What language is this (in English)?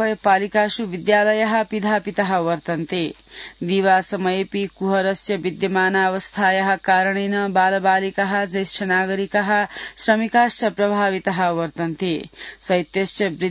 Sanskrit